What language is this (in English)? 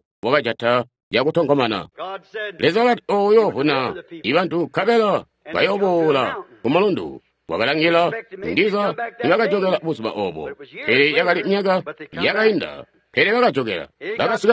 Tonga (Zambia)